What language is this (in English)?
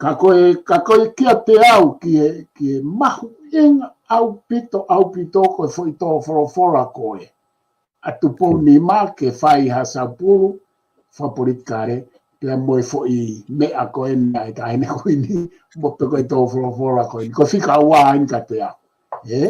Tongan